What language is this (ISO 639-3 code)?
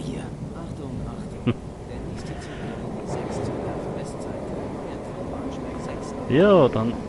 bar